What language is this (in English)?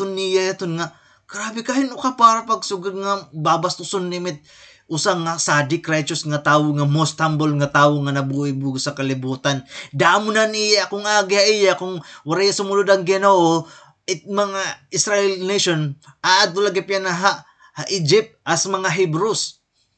Waray